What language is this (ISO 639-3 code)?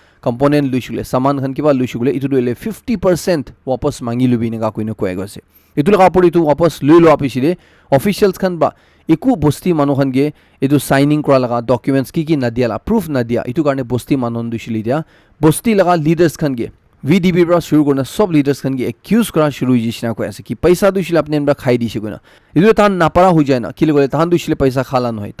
nag